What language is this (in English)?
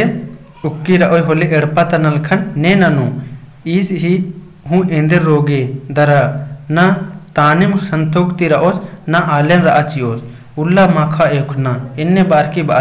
Kurukh